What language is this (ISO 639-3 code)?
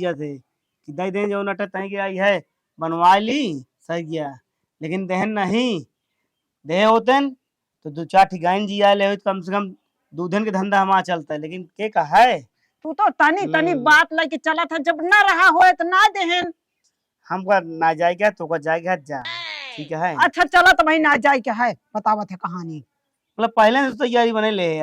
awa